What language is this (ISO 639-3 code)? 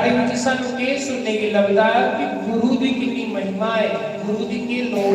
doi